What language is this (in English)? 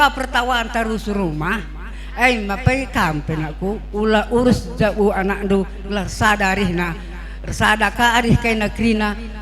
Batak Karo